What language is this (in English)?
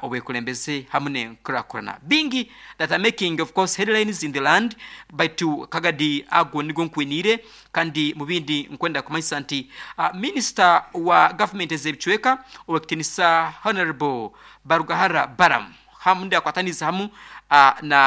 Nyoro